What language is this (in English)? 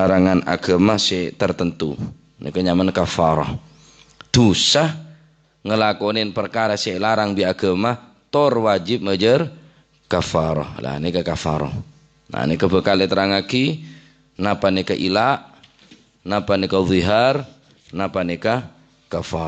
Madurese